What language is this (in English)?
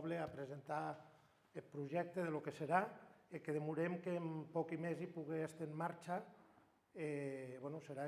Occitan